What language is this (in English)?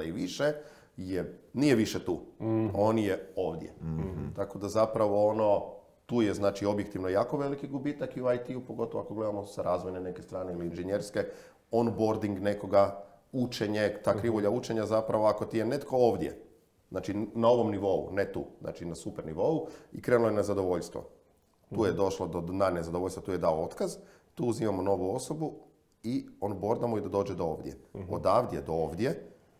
Croatian